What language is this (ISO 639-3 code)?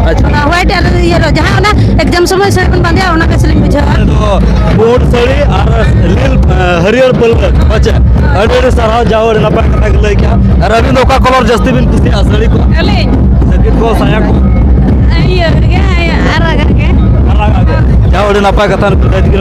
sat